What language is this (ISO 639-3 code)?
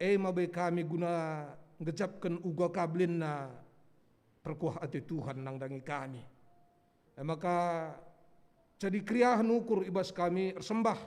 btx